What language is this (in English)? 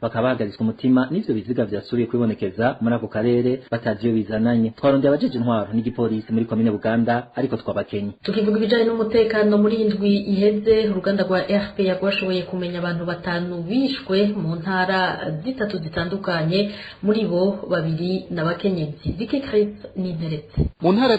Rundi